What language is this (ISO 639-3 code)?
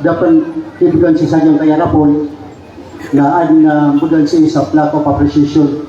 mrw